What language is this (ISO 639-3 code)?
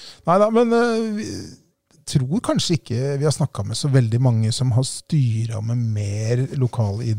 nor